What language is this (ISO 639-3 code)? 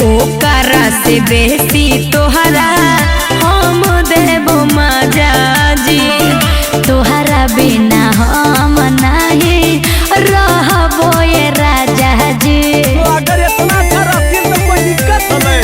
mag